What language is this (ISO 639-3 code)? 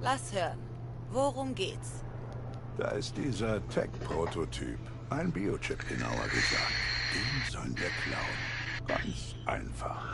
gsw